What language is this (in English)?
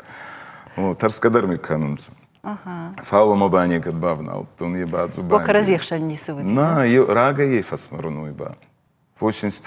Ossetic